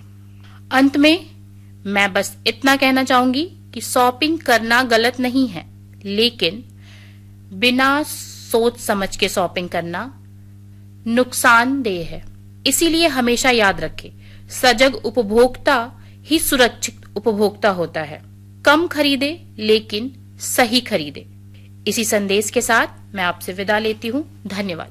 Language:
Hindi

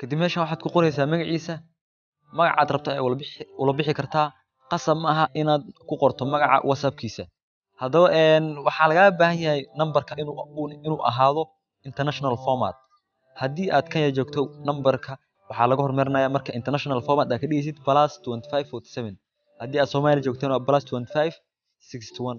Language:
Somali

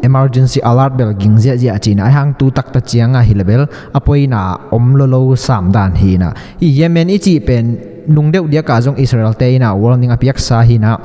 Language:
Tedim Chin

